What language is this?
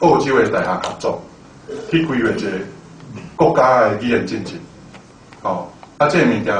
Min Nan Chinese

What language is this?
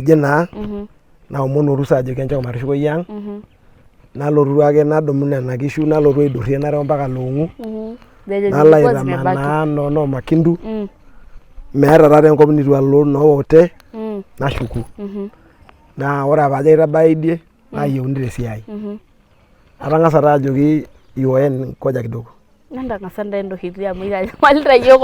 Masai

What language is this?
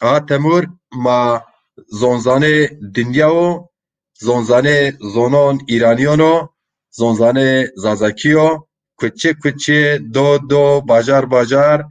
Zaza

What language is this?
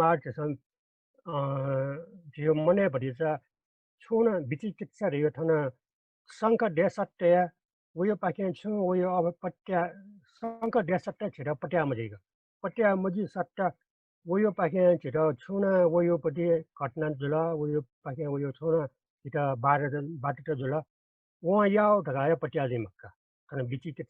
Newari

